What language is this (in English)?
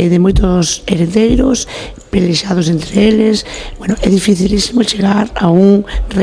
Galician